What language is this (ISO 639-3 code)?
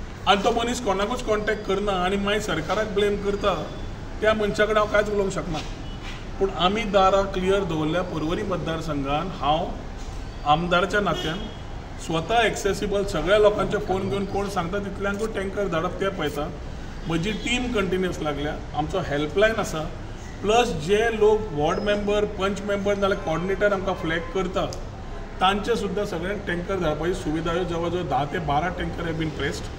kok